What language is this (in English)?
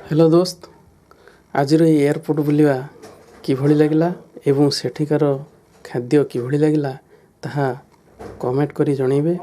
Odia